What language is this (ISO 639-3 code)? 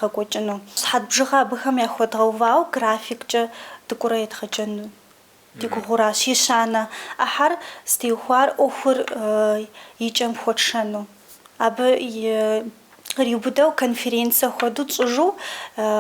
kbd